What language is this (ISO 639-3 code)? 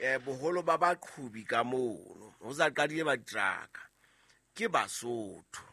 sot